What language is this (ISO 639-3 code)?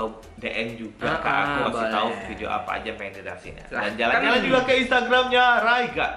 ind